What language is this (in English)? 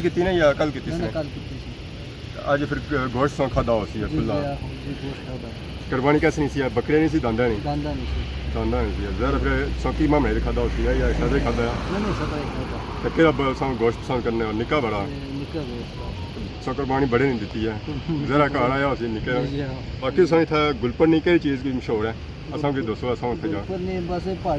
Pahari-Potwari